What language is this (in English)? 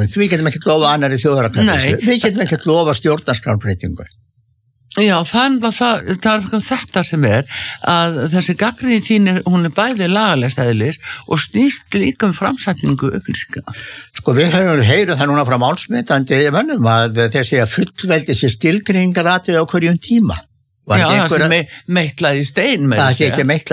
Icelandic